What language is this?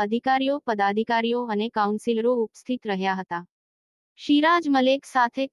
Gujarati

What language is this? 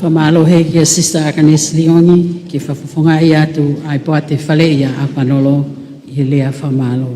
Tongan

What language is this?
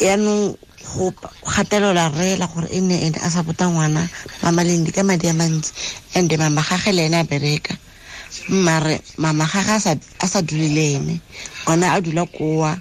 Tswana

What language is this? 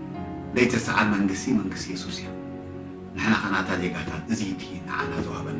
Tigrinya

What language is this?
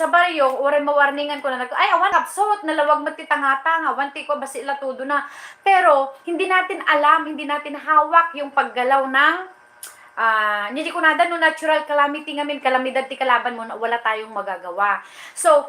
Iloko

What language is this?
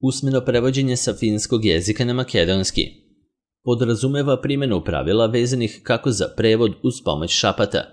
Serbian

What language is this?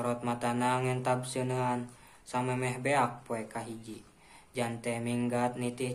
Sundanese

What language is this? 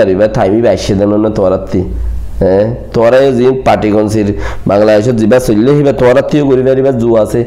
Rohingya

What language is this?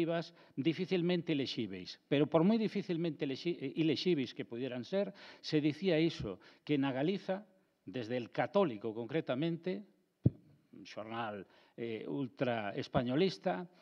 Galician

